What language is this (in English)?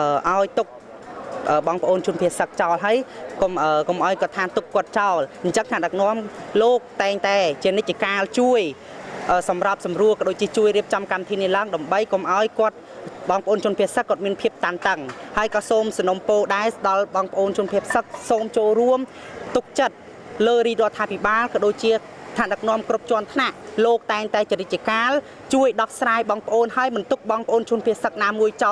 Khmer